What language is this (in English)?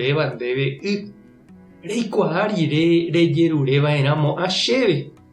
Guarani